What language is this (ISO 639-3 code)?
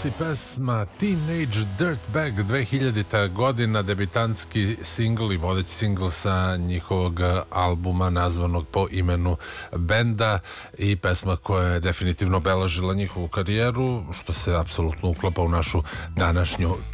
srp